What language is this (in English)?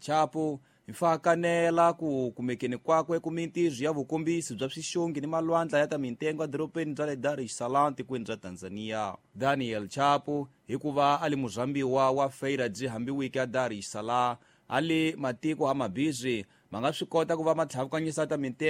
Tsonga